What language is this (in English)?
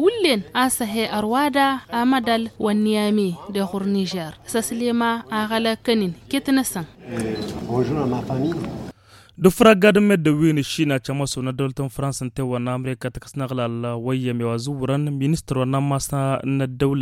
Tamasheq